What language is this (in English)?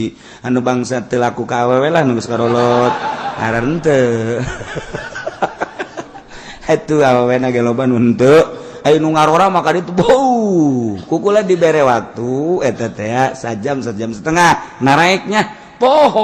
Sundanese